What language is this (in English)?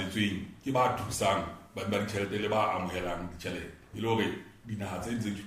Southern Sotho